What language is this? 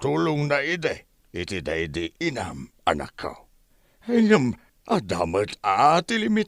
Iloko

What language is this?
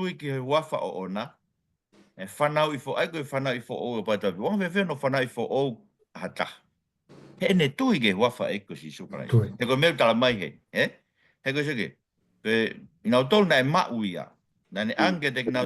Tongan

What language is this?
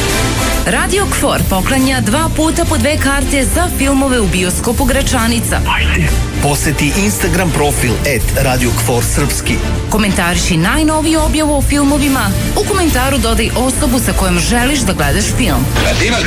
Serbian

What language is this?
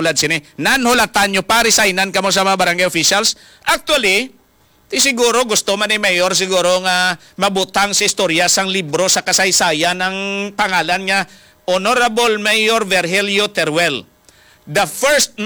Hiligaynon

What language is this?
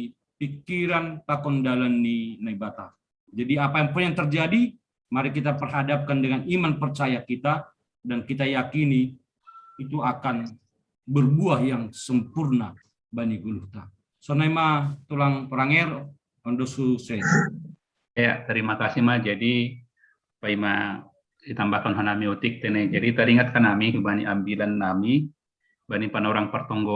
Batak Simalungun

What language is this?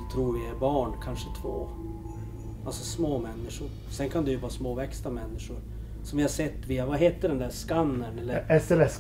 Swedish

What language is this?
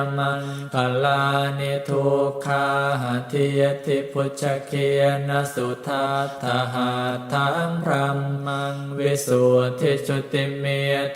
Pali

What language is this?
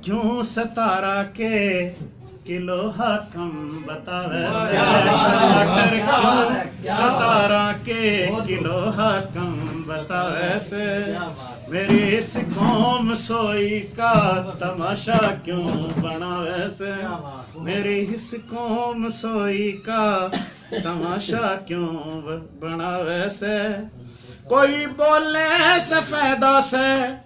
Haryanvi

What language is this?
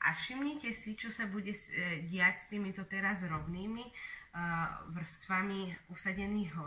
Slovak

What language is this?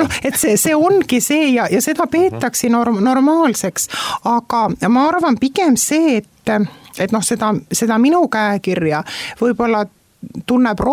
Estonian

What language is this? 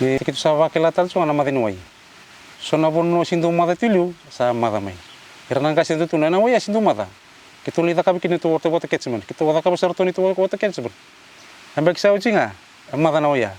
Fijian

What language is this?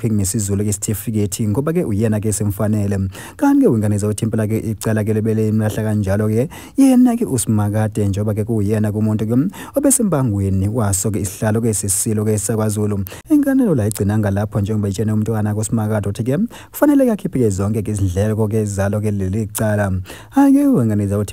Zulu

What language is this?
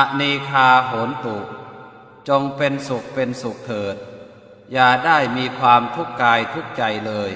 Pali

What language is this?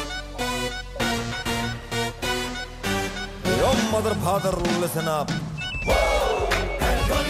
Hindi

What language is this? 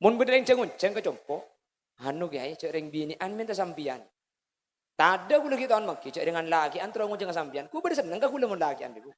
Madurese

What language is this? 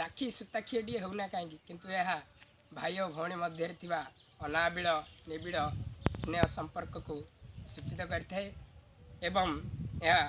Odia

